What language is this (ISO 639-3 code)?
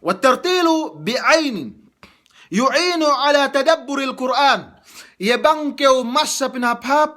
yka